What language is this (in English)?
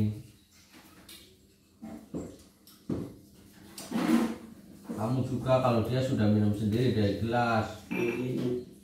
Indonesian